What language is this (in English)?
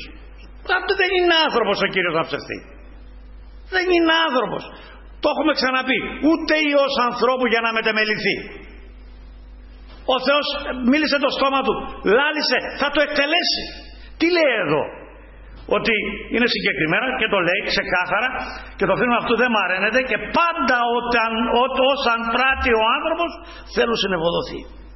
Greek